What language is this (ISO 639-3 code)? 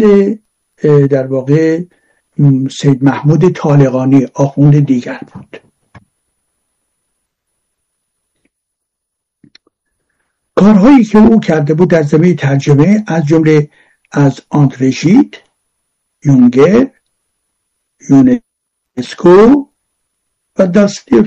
fas